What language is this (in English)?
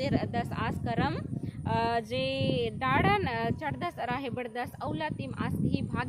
Kurukh